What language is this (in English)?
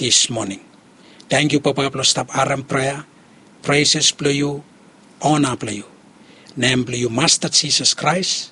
Bislama